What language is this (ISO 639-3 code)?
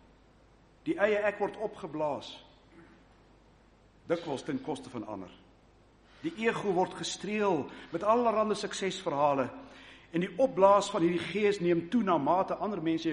afr